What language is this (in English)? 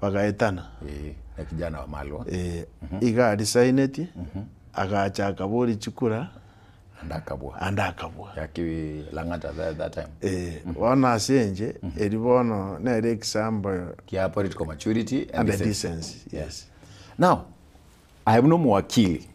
Gusii